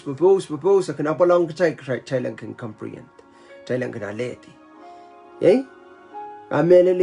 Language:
Pohnpeian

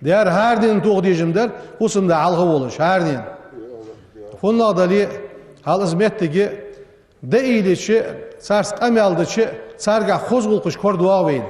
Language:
Ingush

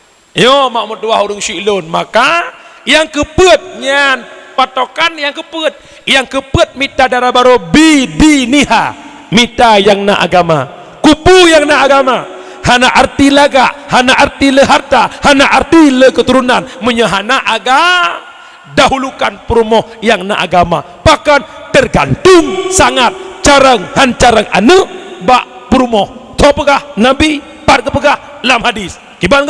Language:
Achinese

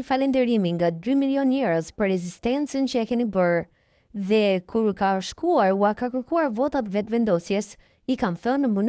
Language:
Albanian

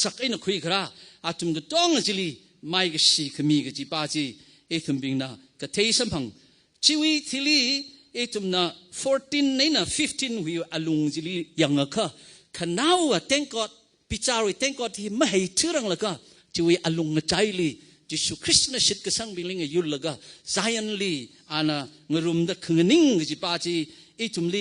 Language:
Tangkhul Naga (India)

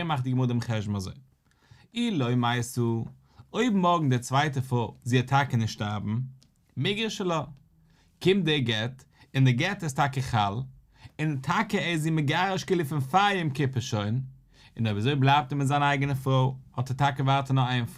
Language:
Yiddish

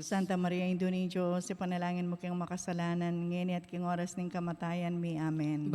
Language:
Pampanga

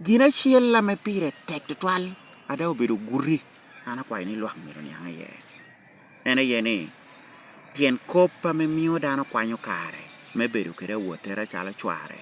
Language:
Lango (Uganda)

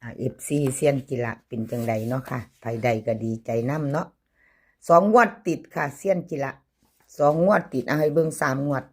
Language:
Northeastern Thai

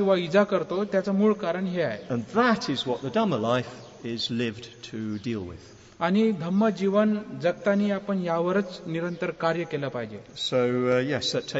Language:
Marathi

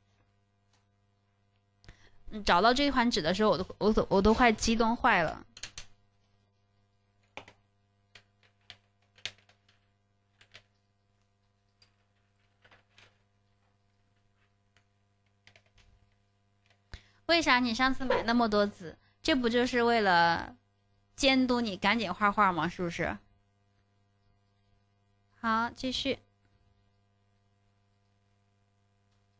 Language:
Chinese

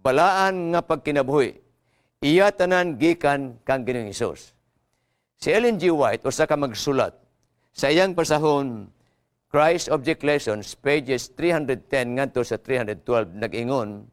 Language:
Cebuano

